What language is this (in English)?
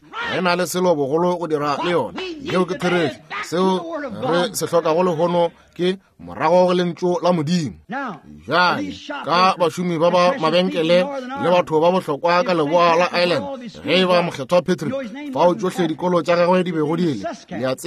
Northern Sotho